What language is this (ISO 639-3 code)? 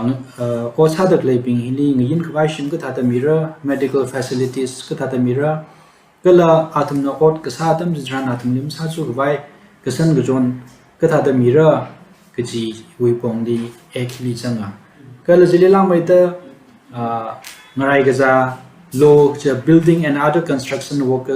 nmf